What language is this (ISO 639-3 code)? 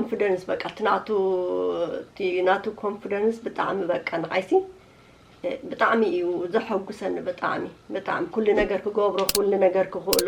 tir